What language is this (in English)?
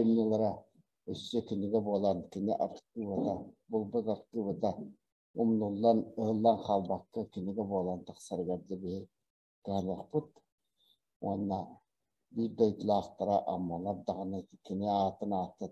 Yakut